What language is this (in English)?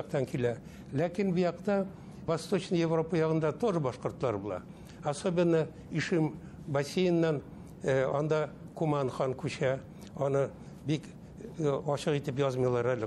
Bashkir